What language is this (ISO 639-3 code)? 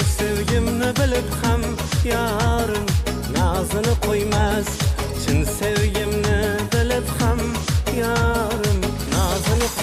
kaa